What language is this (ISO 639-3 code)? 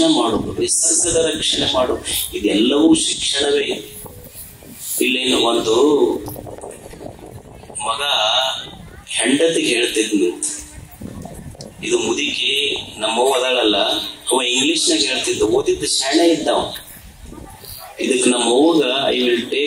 kan